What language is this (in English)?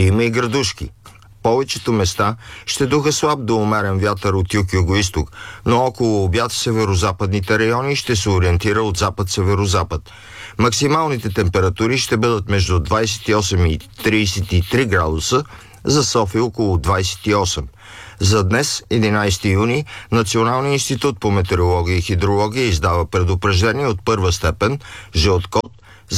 Bulgarian